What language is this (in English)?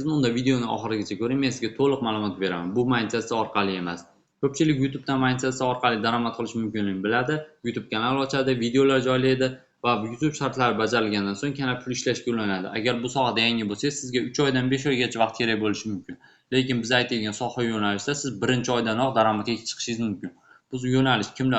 Uzbek